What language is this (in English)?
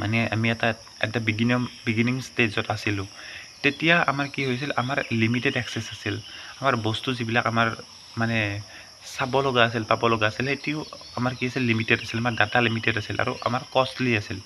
Assamese